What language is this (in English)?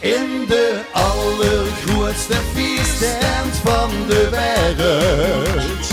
Limburgish